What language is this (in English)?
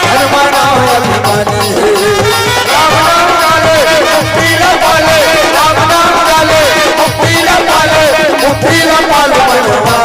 Chhattisgarhi